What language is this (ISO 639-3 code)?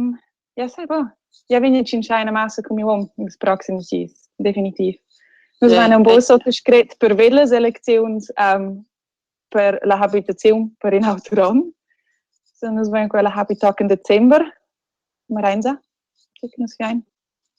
roh